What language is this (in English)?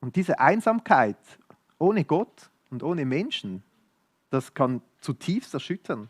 Swiss German